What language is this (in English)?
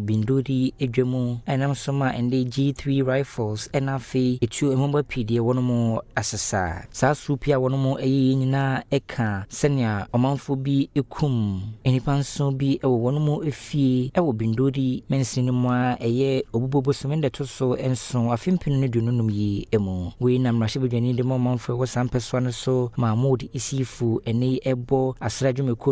Akan